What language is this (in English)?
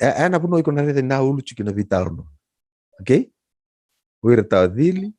Fijian